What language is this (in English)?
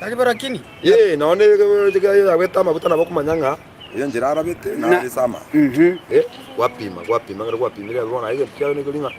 Gusii